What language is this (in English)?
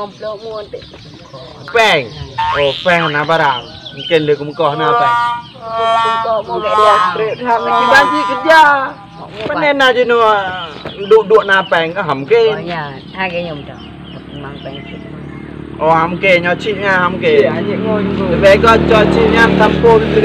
Achinese